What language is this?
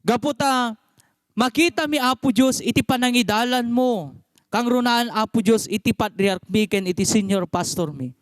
Iloko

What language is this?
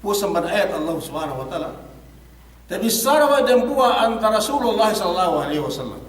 Yakan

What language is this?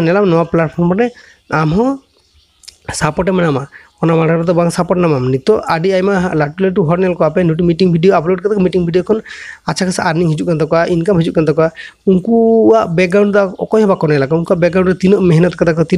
Santali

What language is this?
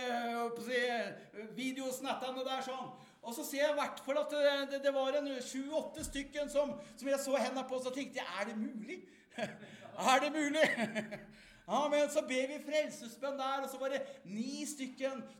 Norwegian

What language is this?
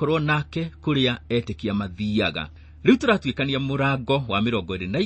Kikuyu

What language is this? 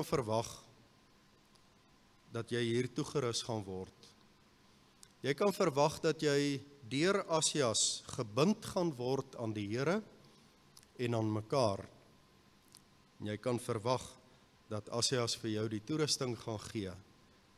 Afrikaans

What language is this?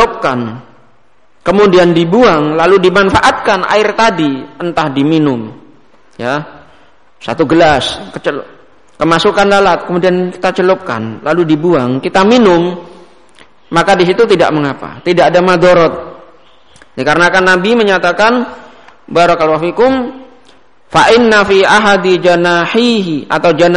Indonesian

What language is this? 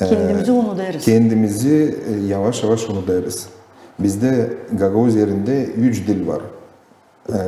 Gagauz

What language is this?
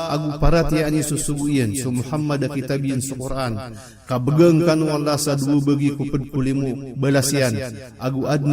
Maranao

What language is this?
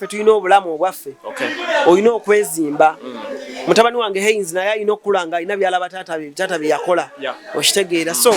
Ganda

